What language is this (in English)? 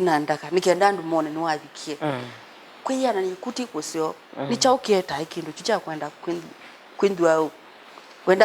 Kamba